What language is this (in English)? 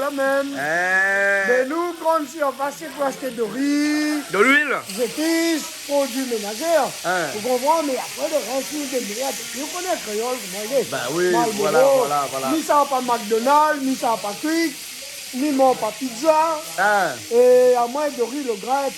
Réunion Creole French